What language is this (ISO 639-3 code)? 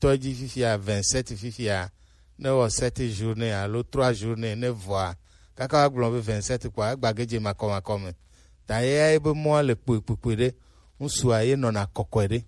gej